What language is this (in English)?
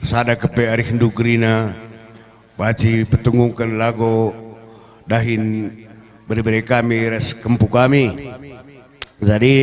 Batak Karo